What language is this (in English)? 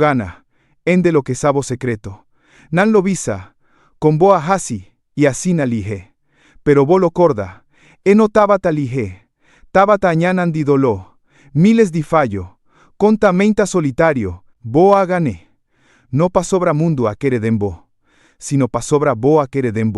Papiamento